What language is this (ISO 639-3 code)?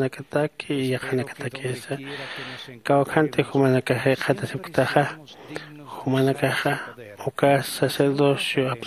aym